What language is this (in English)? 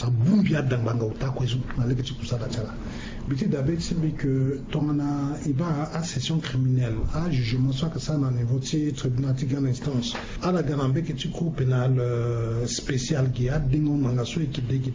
Sango